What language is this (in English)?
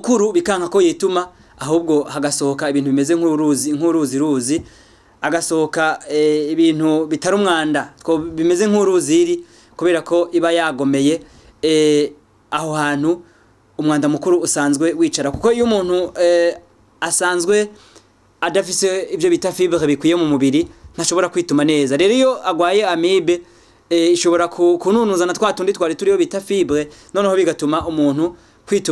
Rundi